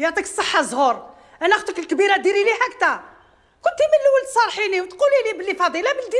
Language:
Algerian Arabic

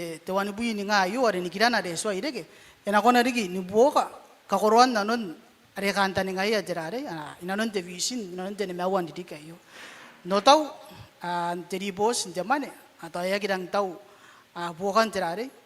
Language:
Gilbertese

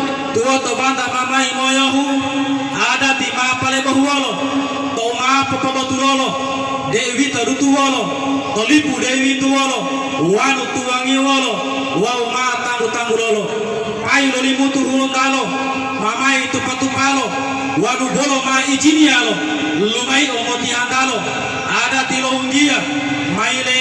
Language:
Gorontalo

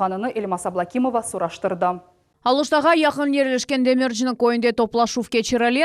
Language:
Crimean Tatar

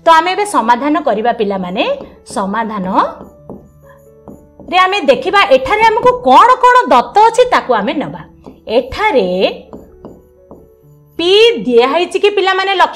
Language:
Odia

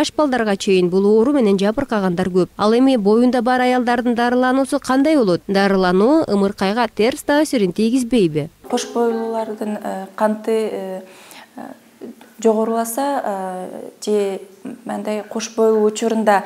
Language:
Kyrgyz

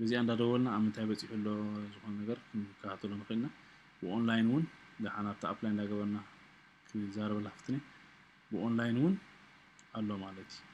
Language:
Tigrinya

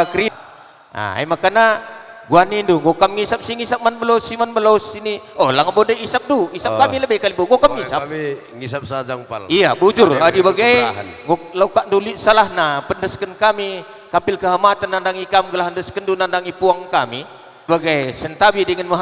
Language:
Batak Karo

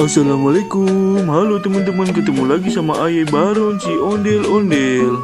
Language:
Betawi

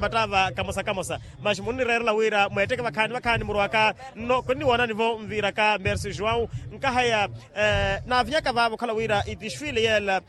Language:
Makhuwa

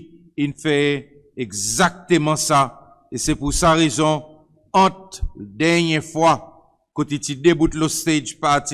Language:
Seselwa Creole French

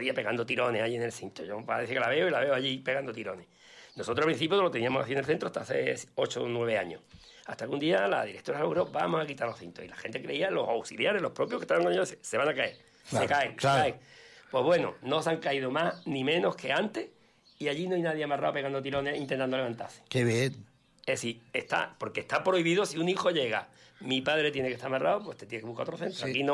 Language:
Spanish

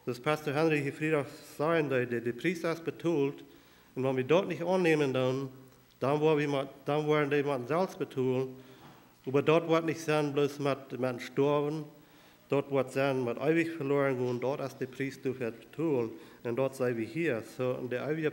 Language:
Plautdietsch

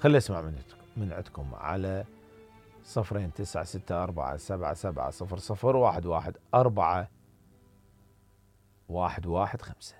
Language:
Mesopotamian Arabic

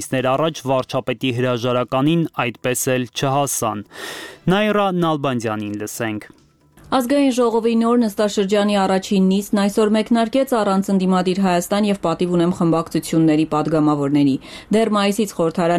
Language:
Armenian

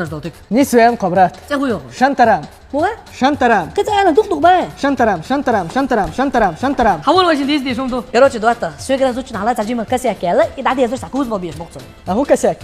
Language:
Chechen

